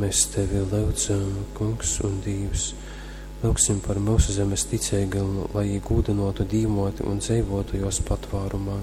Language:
Latgalian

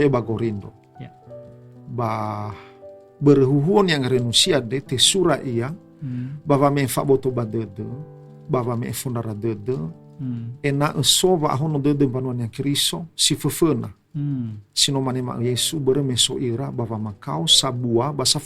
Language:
Nias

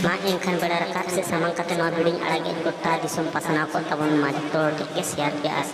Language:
Santali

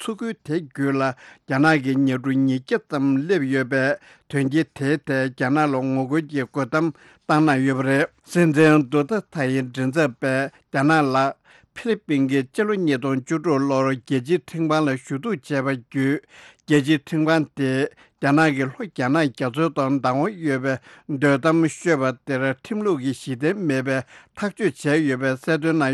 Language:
Tibetan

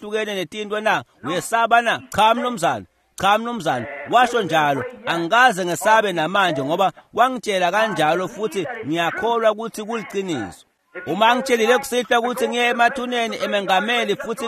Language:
Swati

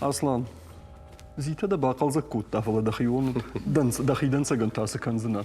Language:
Ossetic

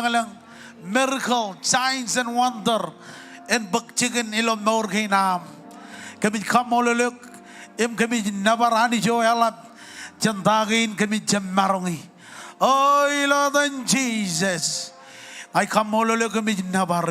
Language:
Marshallese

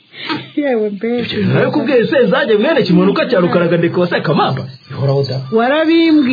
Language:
Kinyarwanda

